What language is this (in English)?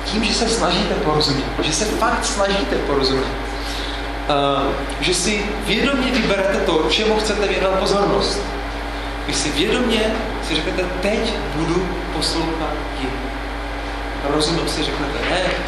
Czech